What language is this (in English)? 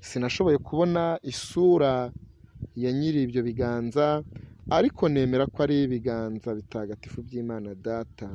Kinyarwanda